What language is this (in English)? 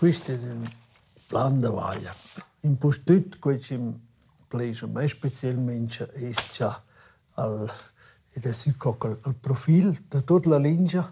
Romansh